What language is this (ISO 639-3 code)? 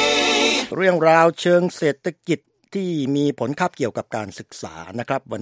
tha